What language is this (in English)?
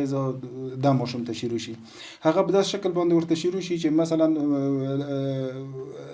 Pashto